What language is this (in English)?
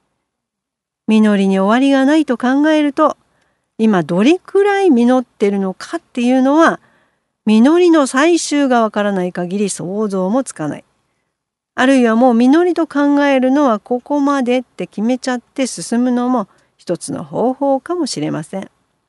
Japanese